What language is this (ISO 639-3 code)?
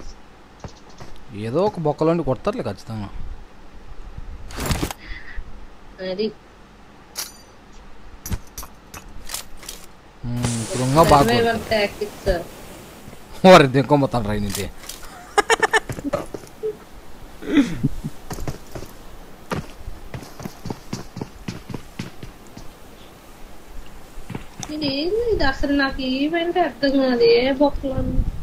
tel